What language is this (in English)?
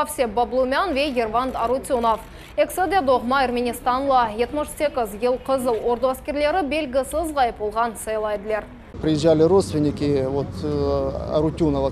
Crimean Tatar